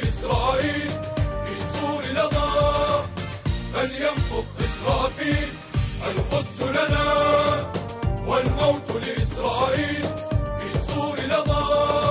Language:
Arabic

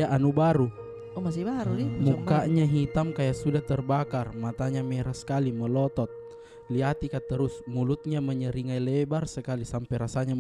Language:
Makassar Malay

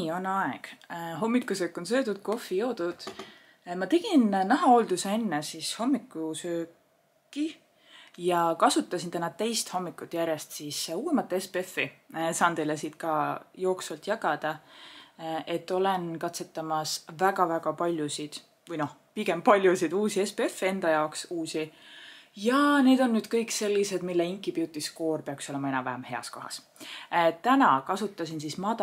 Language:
Estonian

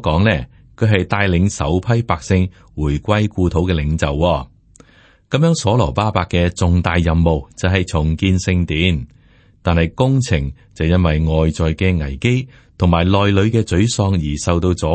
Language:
Cantonese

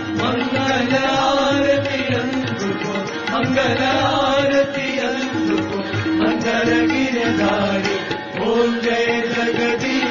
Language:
Hindi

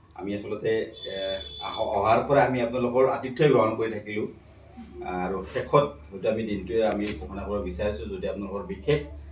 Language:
Assamese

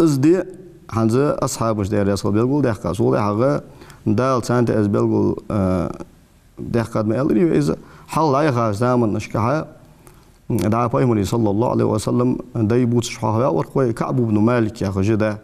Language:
Ingush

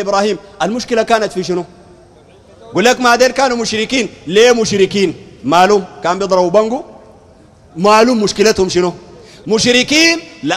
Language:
Sudanese Arabic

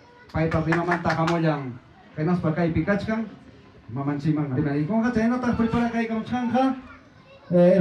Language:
Ayacucho Quechua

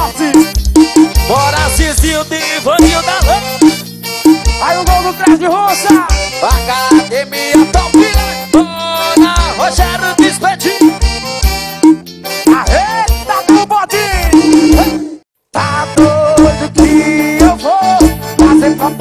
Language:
Portuguese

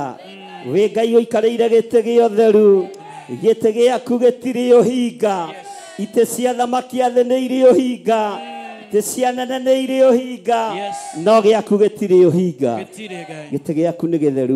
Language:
Kikuyu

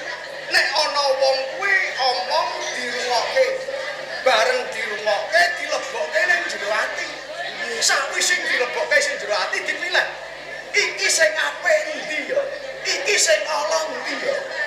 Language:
Javanese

